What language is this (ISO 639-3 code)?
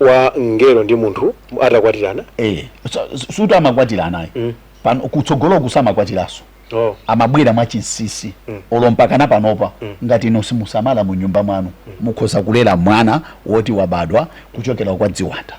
nya